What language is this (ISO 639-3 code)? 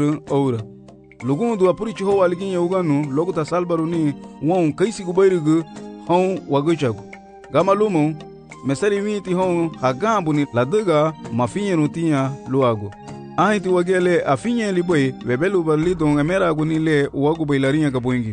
cab